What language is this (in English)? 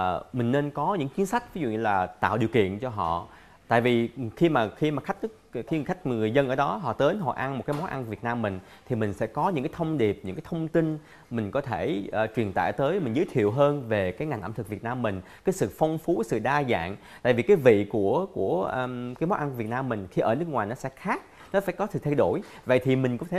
Vietnamese